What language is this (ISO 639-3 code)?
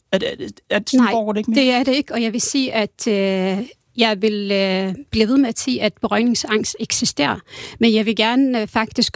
dan